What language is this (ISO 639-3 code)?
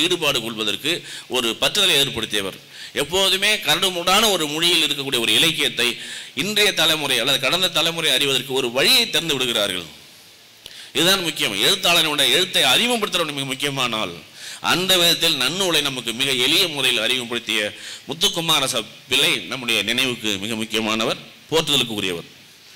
tam